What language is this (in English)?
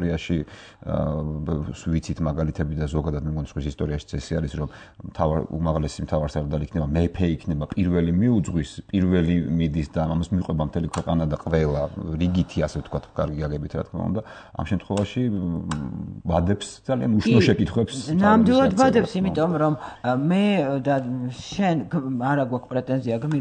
Georgian